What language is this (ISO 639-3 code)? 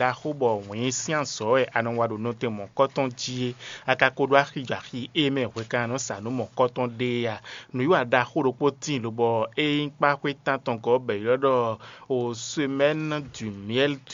fon